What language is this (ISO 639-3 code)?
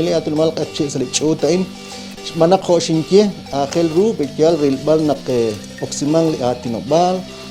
kek